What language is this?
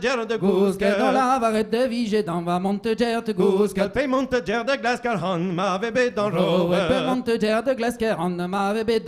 Breton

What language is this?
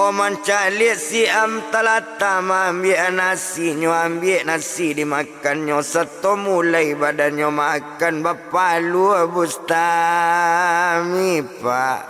Minangkabau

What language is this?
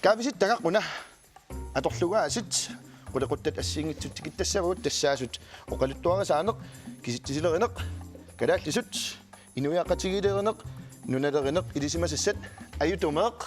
Kalaallisut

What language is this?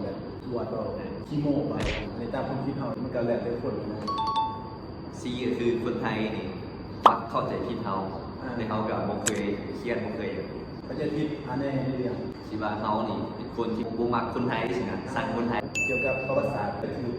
Lao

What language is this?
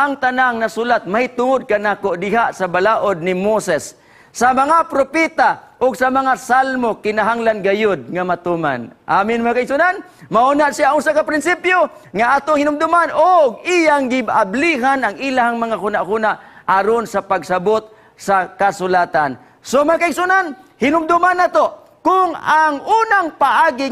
Cebuano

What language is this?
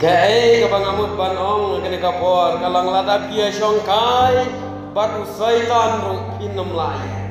Khasi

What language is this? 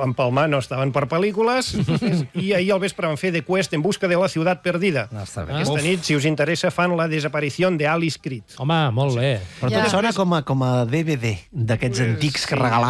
Catalan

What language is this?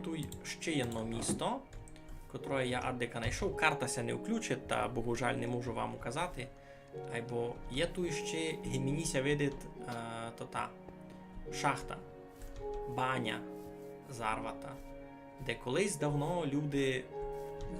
Rusyn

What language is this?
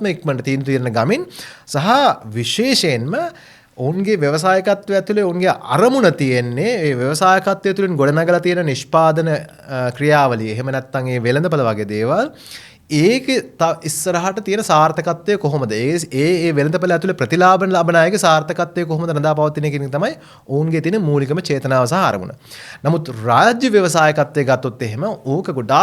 Sinhala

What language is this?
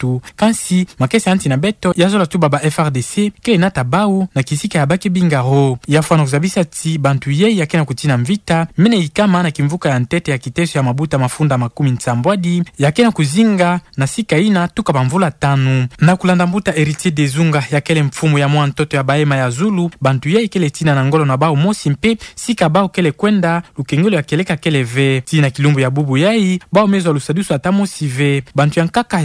Kituba (Democratic Republic of Congo)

